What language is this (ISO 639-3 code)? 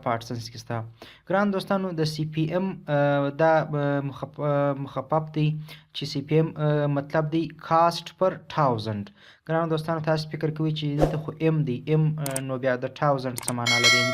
pus